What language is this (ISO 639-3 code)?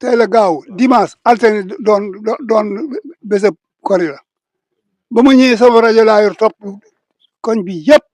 wol